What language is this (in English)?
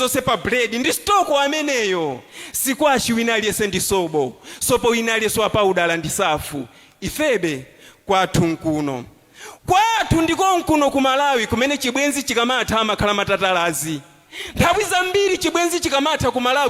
Nyanja